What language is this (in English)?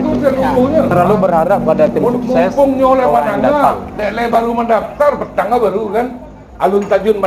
Minangkabau